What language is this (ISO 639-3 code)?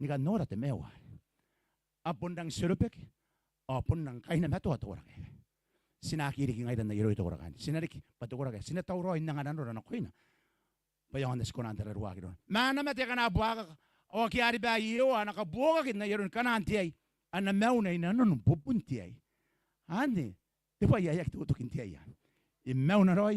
gil